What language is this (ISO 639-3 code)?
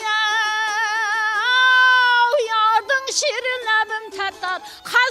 kaa